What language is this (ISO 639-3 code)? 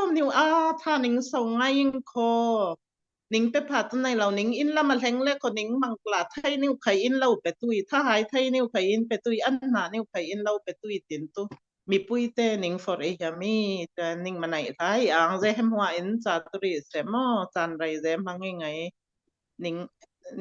cfm